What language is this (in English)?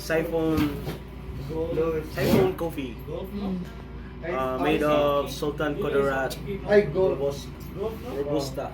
Cebuano